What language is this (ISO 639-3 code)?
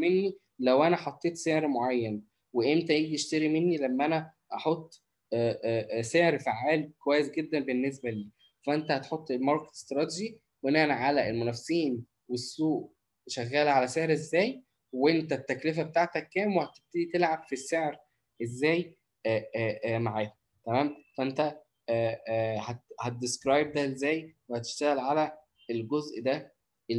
arz